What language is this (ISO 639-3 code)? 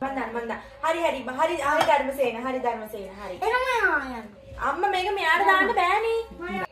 sin